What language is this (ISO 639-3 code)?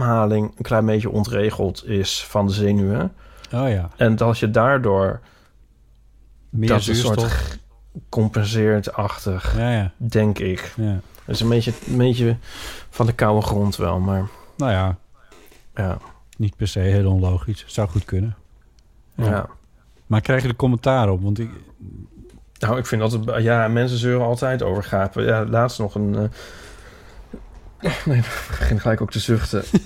nld